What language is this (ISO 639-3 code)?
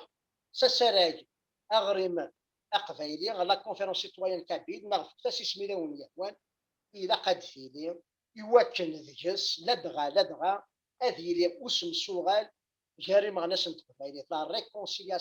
kab